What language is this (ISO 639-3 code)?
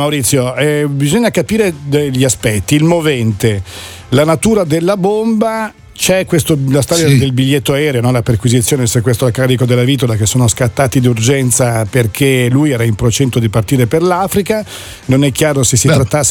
ita